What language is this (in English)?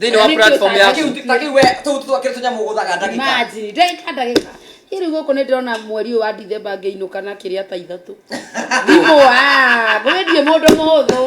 Kikuyu